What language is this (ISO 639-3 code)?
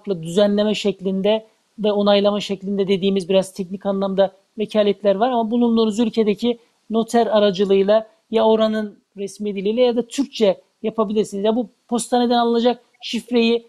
tur